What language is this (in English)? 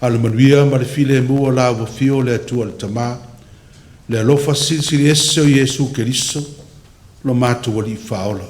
Samoan